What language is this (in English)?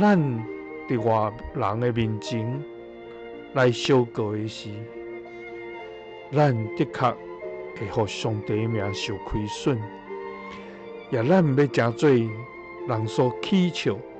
Min Nan Chinese